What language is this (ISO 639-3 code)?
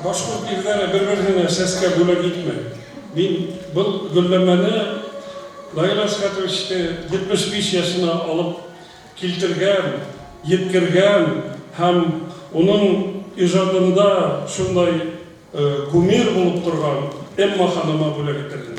bak